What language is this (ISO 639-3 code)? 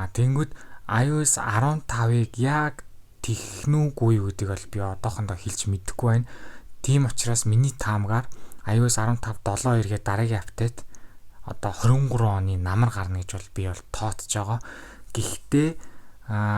mon